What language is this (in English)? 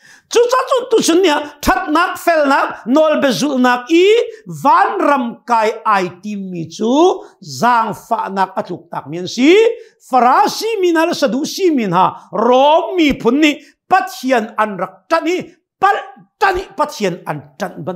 Hakha Chin